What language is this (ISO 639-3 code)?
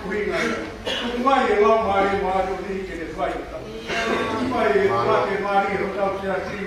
ton